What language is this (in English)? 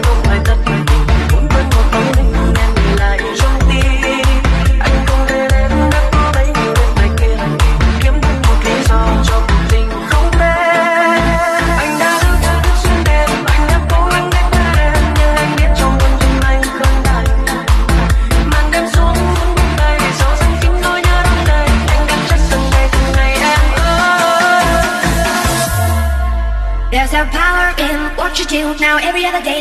Vietnamese